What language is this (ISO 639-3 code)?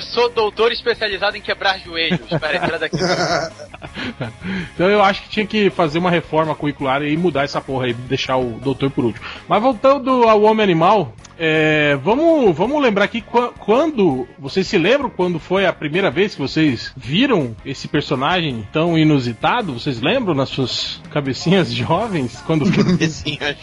por